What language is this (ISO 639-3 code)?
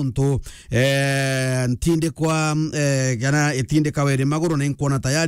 mer